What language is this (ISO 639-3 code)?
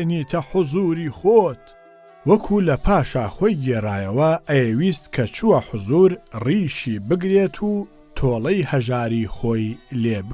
ckb